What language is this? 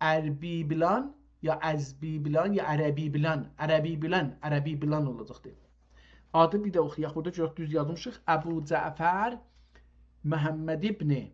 South Azerbaijani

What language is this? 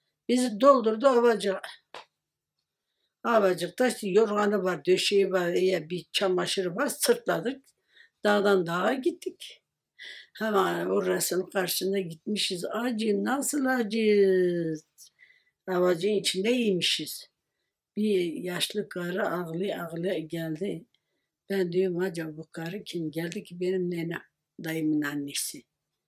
Turkish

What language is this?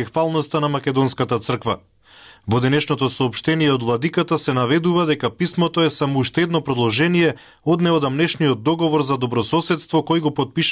Macedonian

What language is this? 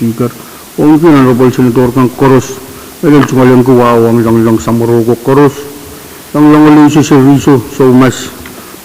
Pohnpeian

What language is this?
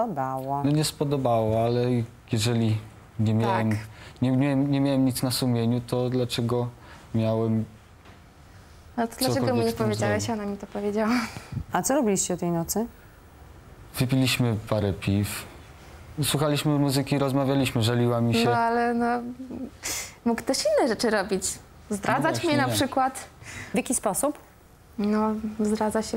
Polish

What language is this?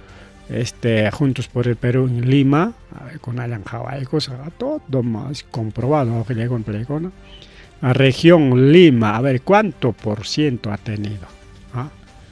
Ayacucho Quechua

